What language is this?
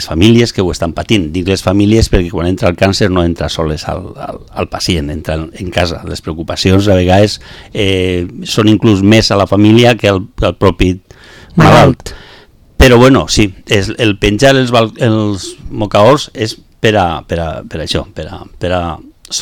Catalan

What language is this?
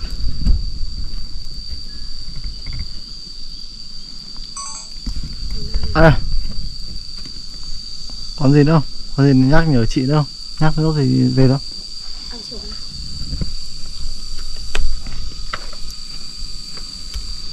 Vietnamese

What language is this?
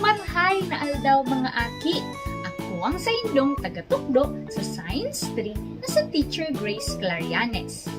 Bikol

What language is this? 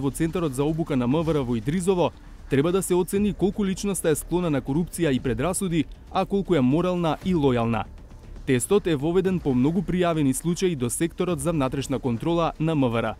Macedonian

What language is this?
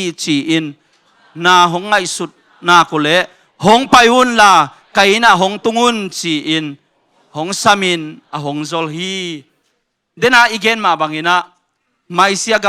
Tedim Chin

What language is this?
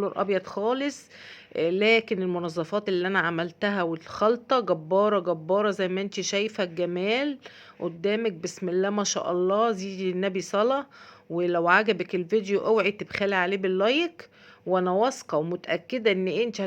Egyptian Arabic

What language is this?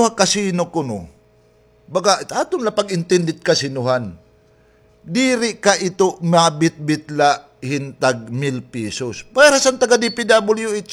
Waray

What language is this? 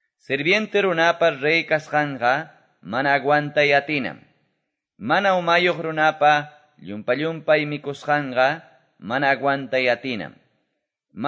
Quechua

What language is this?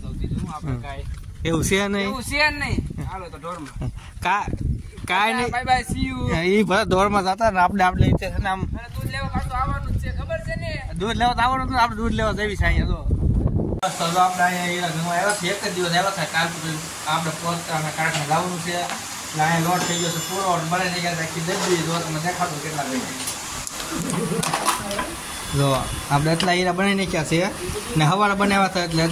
Gujarati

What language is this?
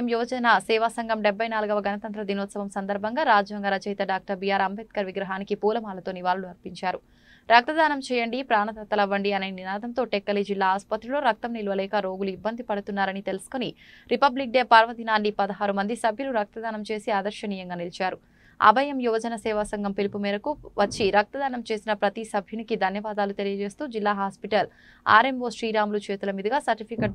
Telugu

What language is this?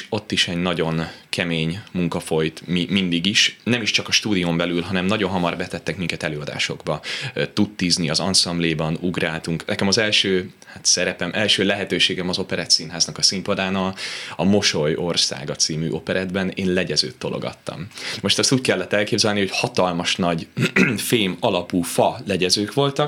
Hungarian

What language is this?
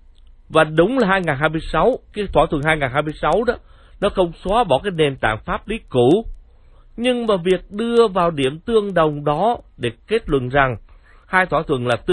Vietnamese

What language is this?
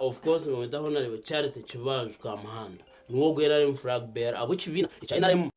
Nyankole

